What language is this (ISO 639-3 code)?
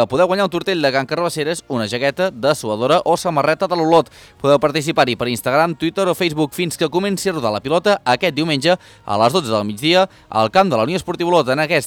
cat